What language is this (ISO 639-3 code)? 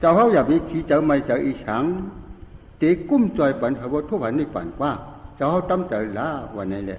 shn